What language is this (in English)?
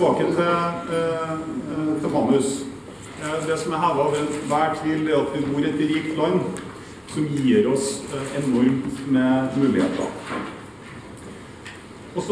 Norwegian